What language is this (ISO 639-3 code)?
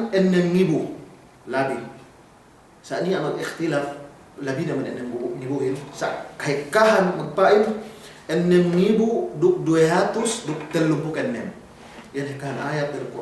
yka